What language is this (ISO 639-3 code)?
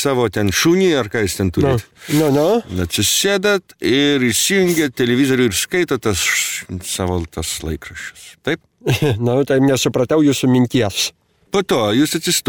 lit